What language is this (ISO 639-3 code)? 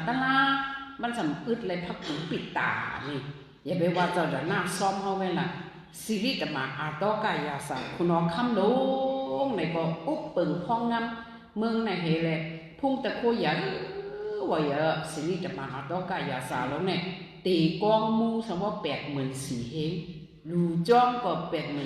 shn